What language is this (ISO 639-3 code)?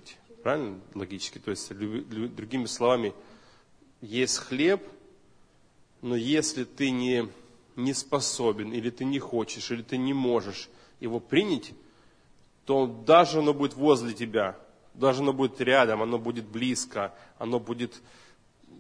rus